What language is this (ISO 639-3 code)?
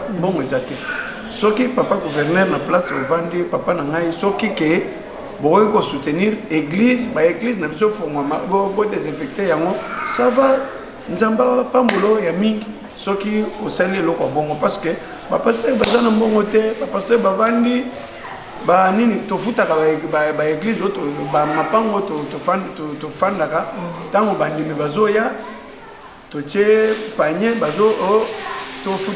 lin